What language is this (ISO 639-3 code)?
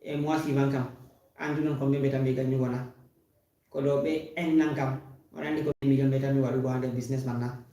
ful